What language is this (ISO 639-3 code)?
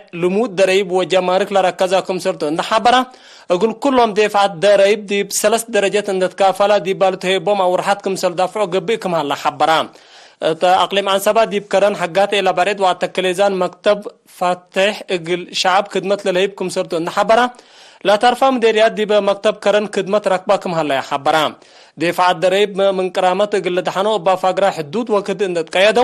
tig